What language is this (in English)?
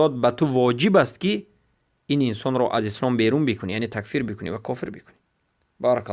Persian